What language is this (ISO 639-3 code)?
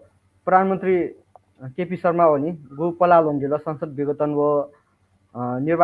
new